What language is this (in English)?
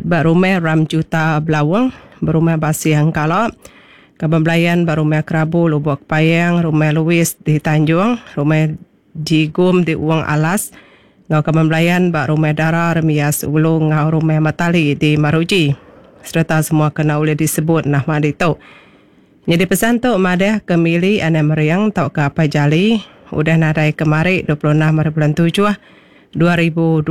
Iban